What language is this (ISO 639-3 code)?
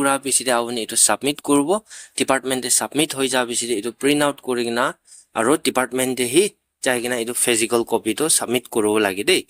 nag